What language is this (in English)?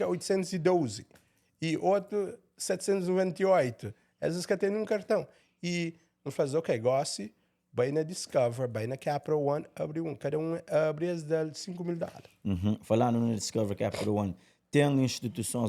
Kabuverdianu